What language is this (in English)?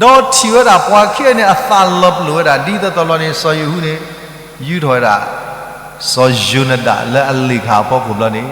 S'gaw Karen